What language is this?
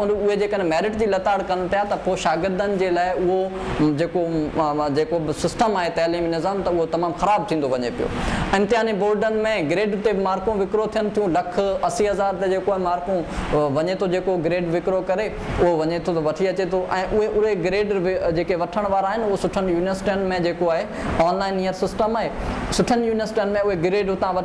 Sindhi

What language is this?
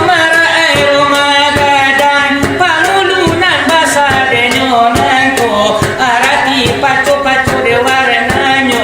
Minangkabau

